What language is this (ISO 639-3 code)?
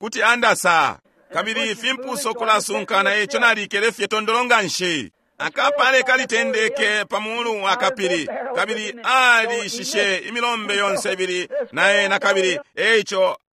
bem